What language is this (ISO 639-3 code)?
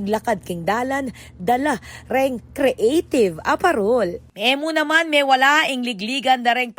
pam